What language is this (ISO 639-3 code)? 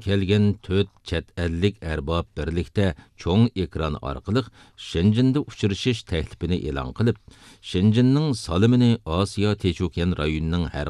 uig